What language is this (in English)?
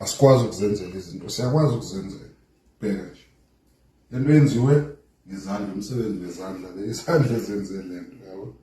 Zulu